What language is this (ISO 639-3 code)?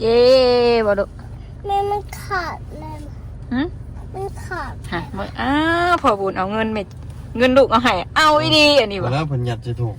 tts